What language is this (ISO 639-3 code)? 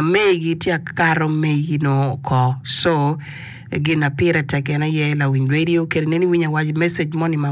ach